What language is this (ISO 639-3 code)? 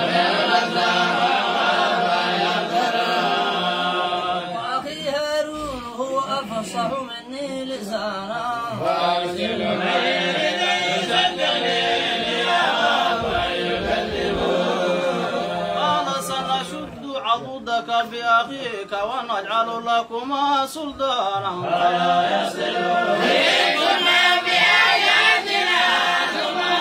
ara